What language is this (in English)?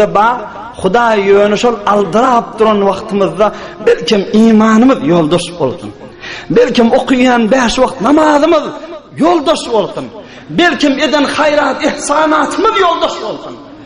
Turkmen